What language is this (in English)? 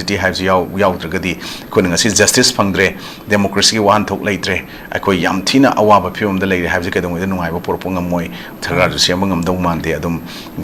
Manipuri